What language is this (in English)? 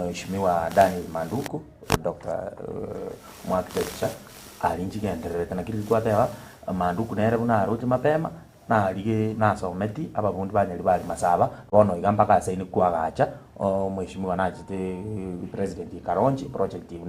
Gusii